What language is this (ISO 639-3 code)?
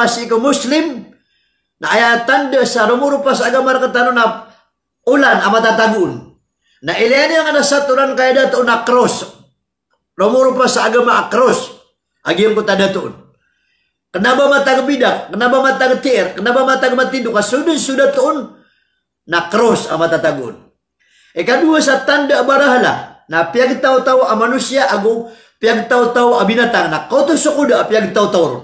mrw